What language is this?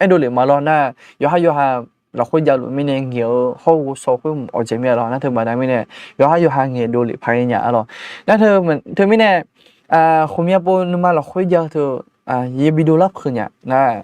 Akha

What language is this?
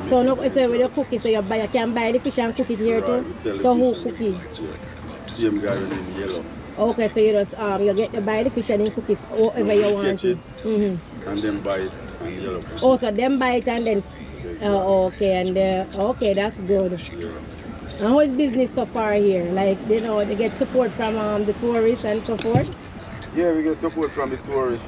Jamaican Creole English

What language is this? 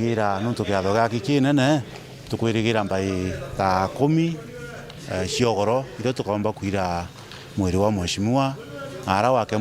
Meru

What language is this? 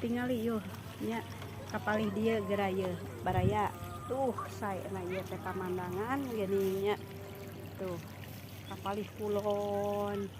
Sundanese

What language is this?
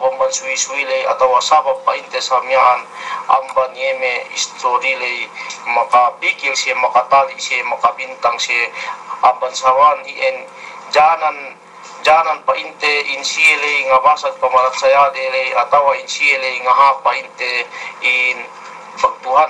Yakan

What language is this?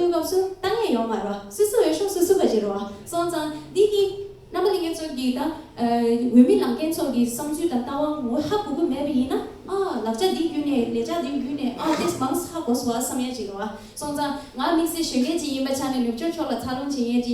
Tibetan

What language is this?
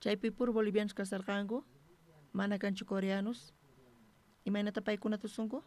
South Bolivian Quechua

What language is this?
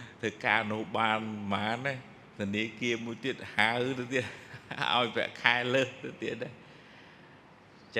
Khmer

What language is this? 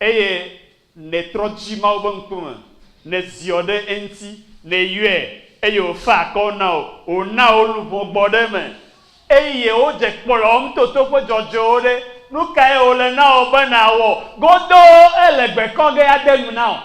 Ewe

